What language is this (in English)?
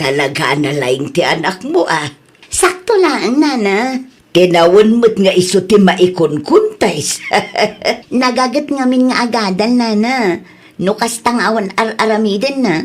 Iloko